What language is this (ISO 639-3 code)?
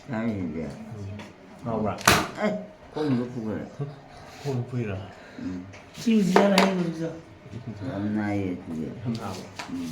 mni